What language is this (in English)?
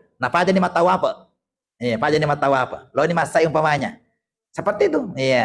Buginese